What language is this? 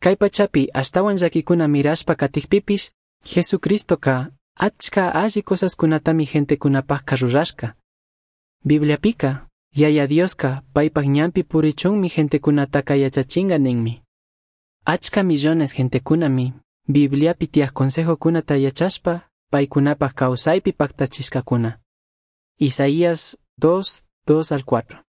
Chimborazo Highland Quichua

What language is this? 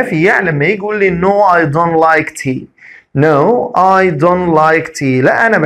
Egyptian Arabic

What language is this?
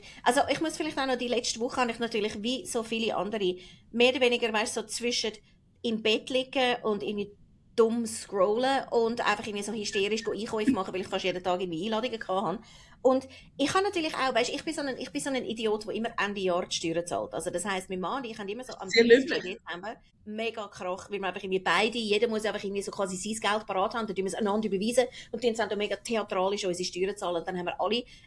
Swiss German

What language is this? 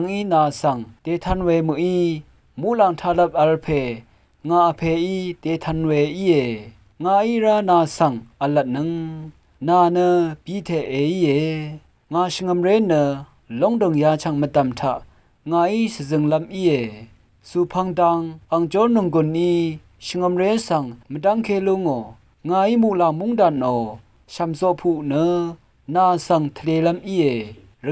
Rawang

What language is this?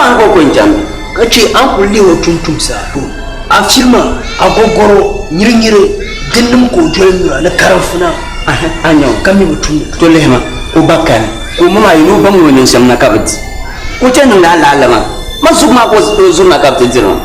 Dagbani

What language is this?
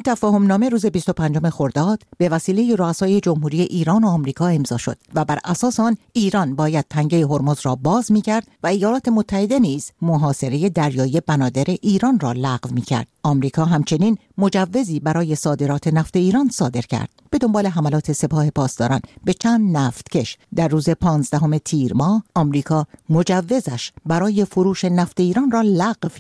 Persian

